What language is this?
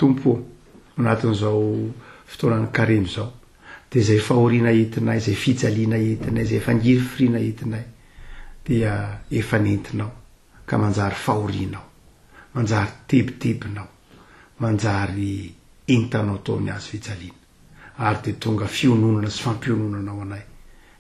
Malagasy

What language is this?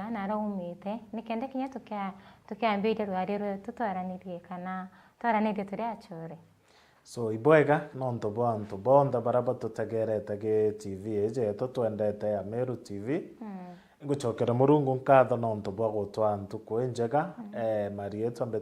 Meru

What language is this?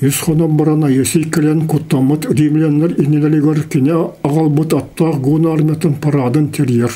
Yakut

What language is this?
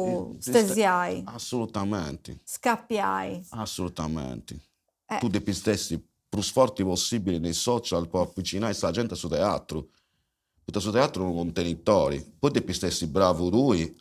Sardinian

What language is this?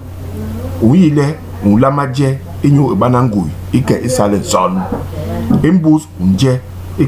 Basaa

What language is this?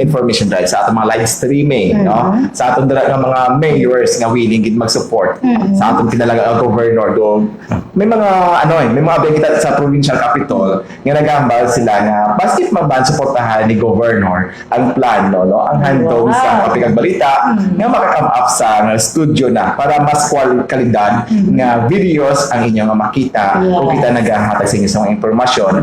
Hiligaynon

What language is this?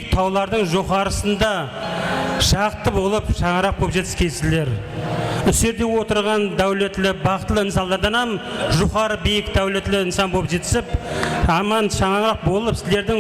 Kara-Kalpak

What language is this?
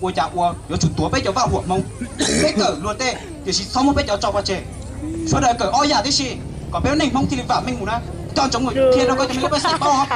Hmong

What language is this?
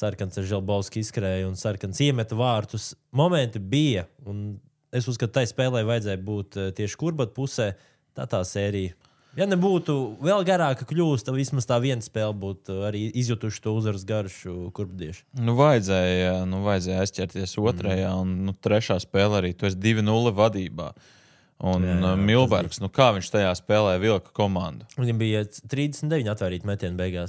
Latvian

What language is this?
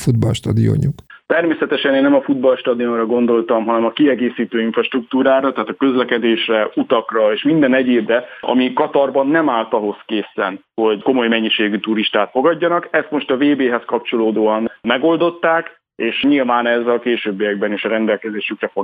Hungarian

